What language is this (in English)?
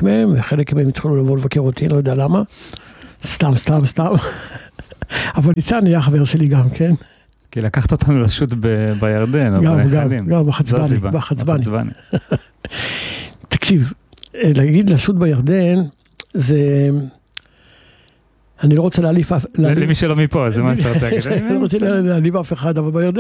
Hebrew